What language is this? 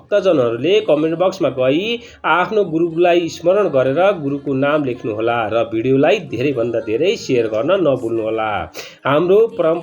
Nepali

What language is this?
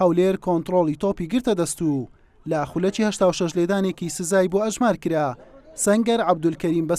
Central Kurdish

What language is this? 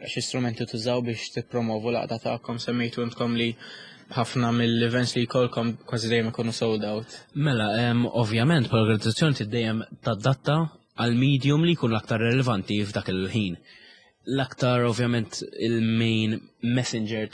Maltese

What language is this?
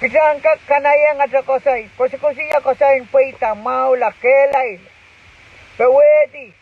Pohnpeian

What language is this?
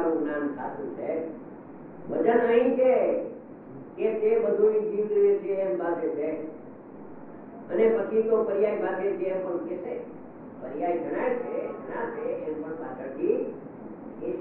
Gujarati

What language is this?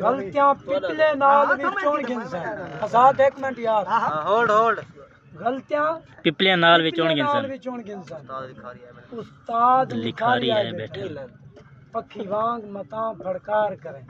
Saraiki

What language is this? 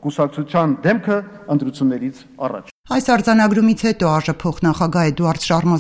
Armenian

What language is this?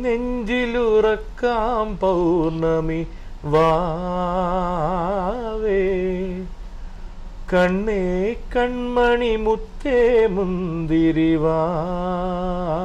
Malayalam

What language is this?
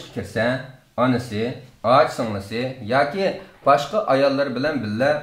Uyghur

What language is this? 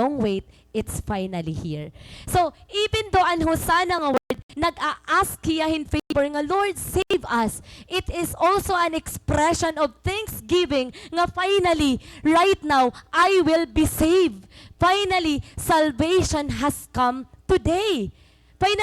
Waray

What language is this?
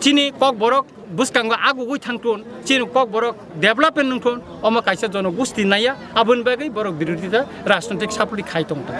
Kok Borok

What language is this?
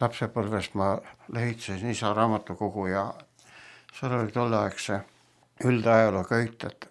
Estonian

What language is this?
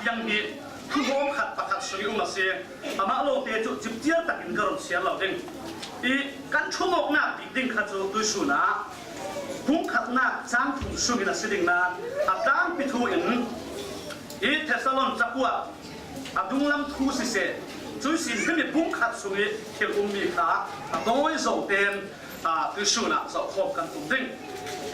Falam Chin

